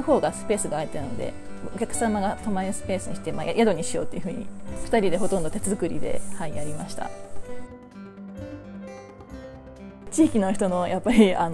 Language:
Japanese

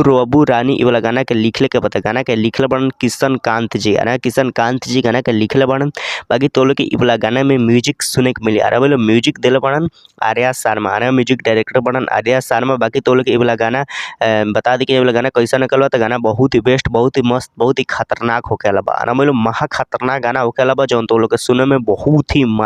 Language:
Bhojpuri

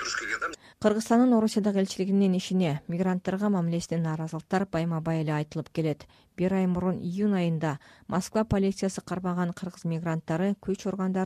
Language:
Kyrgyz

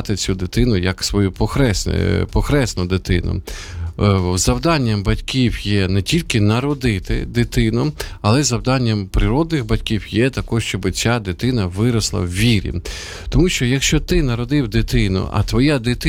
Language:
Ukrainian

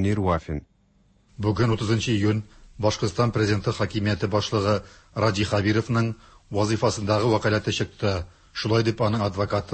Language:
Tatar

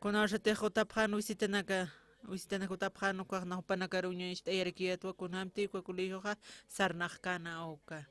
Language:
Aymara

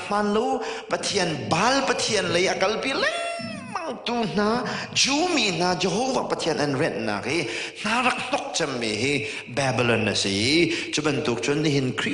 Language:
Hakha Chin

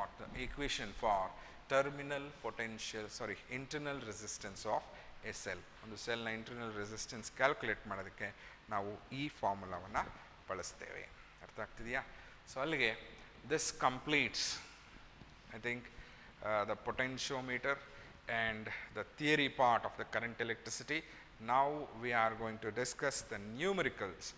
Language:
Kannada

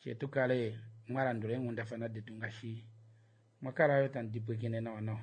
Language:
Kuanyama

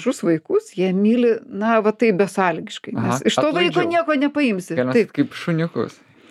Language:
Lithuanian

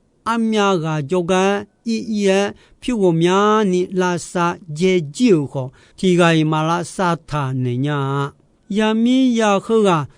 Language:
Akha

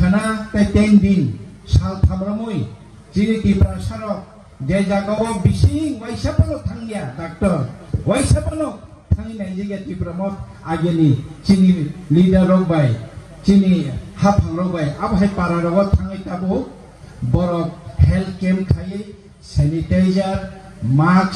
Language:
Kok Borok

